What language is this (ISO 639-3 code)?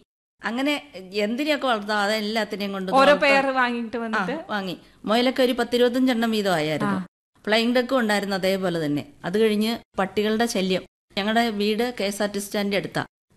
mal